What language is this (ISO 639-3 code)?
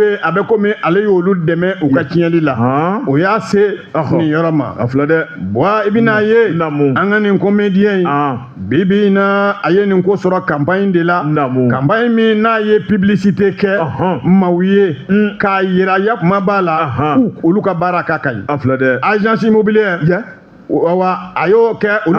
bam